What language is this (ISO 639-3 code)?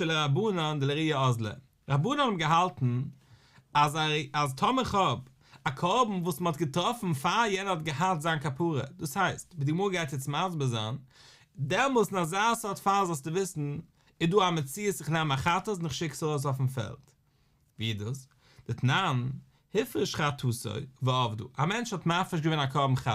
yid